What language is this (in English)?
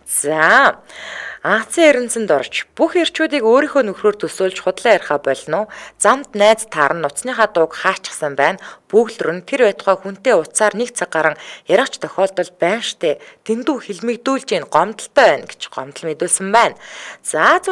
Mongolian